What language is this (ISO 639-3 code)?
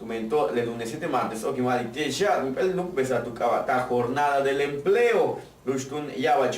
yua